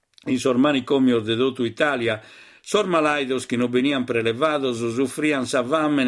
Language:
Sardinian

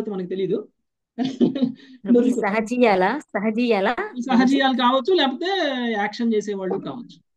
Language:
Telugu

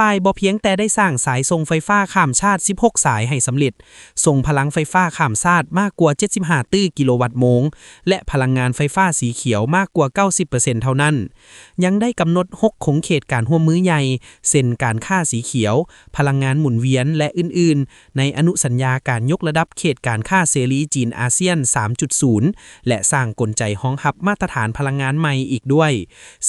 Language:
Lao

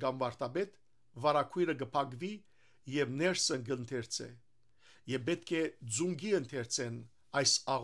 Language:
Western Armenian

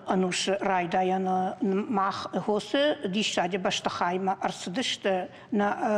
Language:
Ossetic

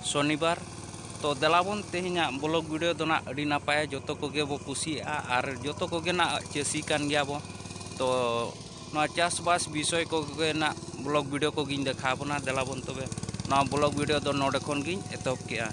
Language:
Santali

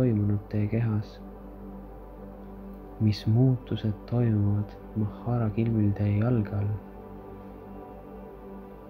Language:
Estonian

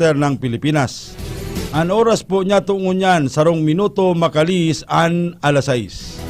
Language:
Bikol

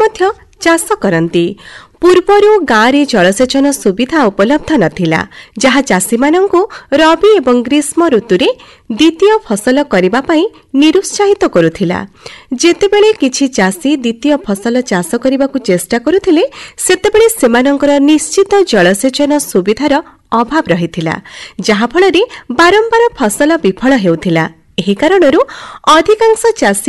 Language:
Odia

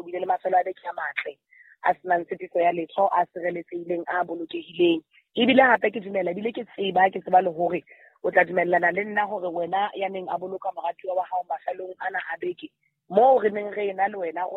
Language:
Southern Sotho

